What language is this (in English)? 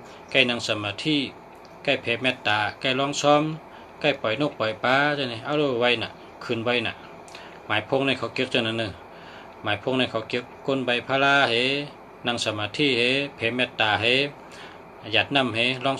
Shan